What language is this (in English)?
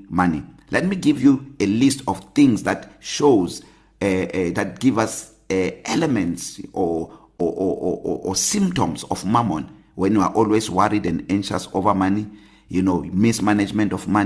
English